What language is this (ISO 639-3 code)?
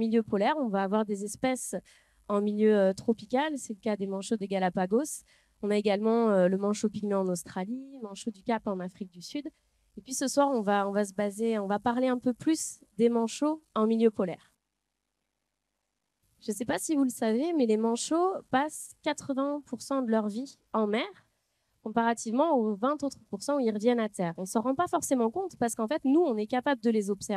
fra